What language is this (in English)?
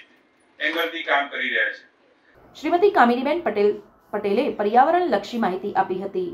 Gujarati